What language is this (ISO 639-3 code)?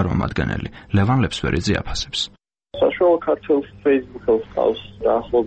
kat